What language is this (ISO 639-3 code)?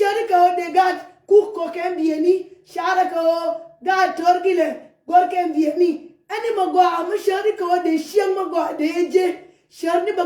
nus